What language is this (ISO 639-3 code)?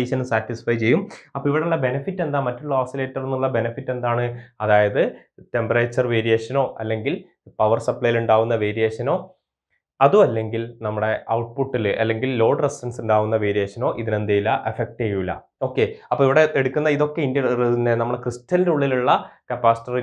mal